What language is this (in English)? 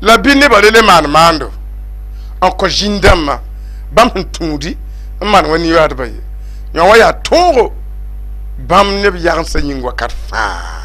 Mossi